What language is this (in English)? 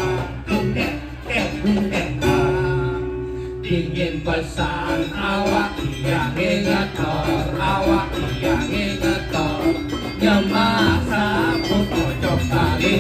Balinese